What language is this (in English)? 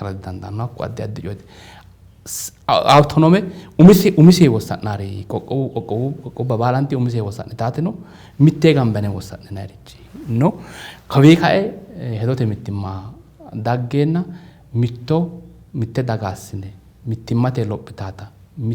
Sidamo